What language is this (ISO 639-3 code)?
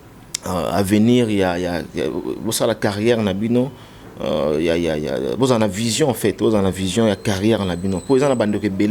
lin